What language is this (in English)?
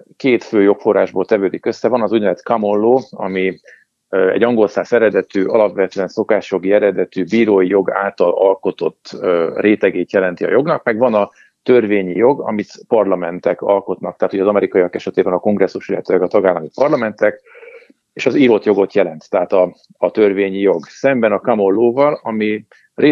Hungarian